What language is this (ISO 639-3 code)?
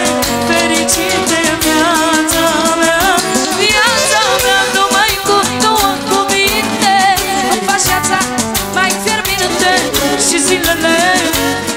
ron